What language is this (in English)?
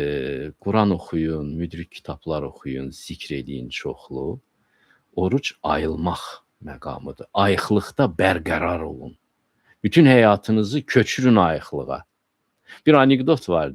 Azerbaijani